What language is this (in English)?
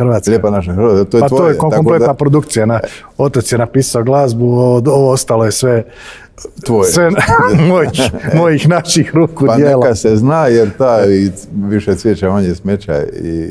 Croatian